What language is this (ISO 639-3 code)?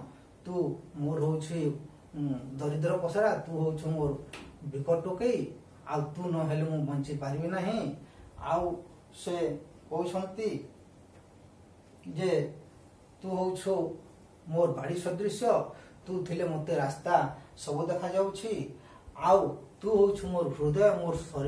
ori